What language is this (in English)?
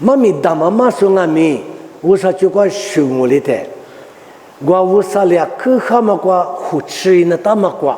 Lisu